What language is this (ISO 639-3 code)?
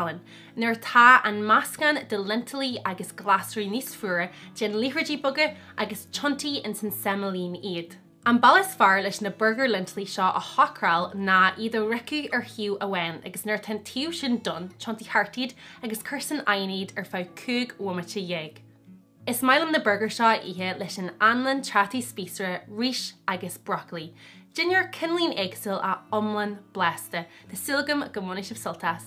gle